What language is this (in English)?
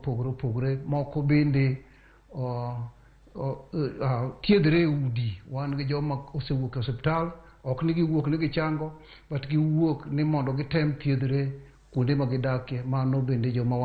Luo (Kenya and Tanzania)